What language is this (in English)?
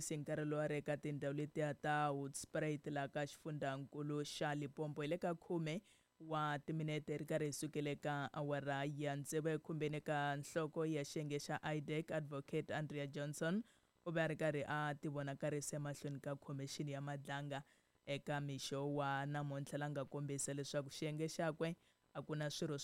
Tsonga